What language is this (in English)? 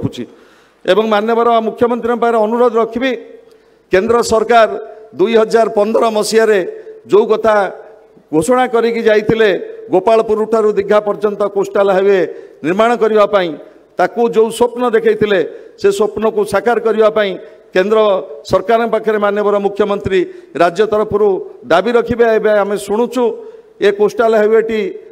Odia